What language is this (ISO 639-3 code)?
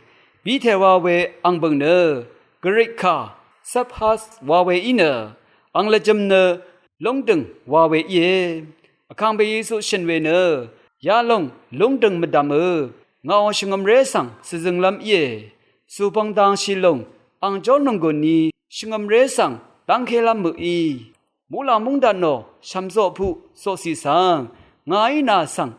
raw